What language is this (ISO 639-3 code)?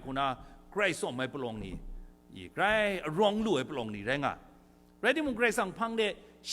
kac